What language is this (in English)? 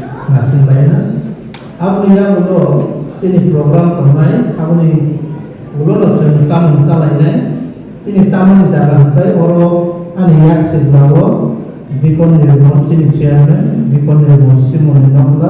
Kok Borok